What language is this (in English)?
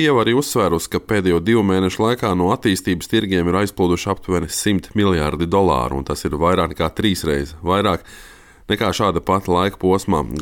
Latvian